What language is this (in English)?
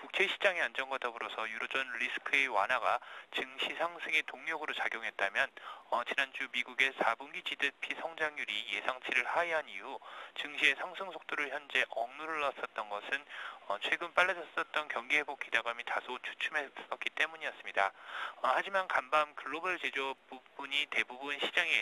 Korean